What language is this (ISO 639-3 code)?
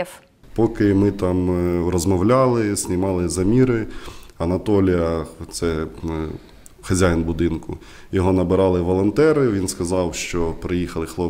ukr